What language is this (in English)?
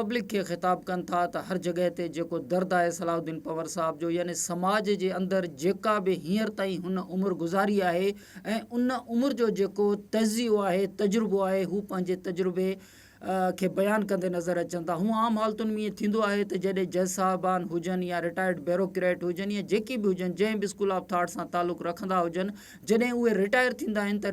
Sindhi